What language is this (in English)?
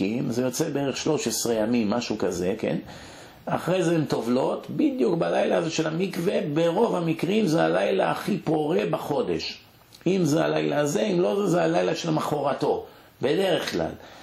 Hebrew